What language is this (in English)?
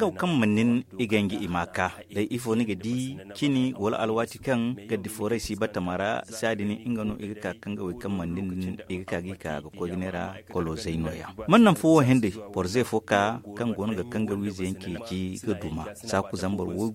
Zarma